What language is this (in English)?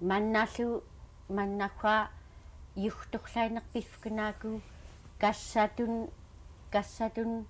Central Yupik